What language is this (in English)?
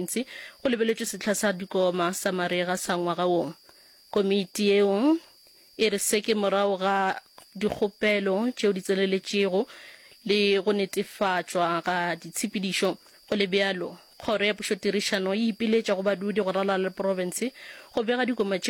Northern Sotho